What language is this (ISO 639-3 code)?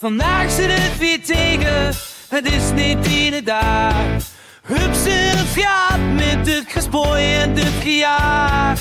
lim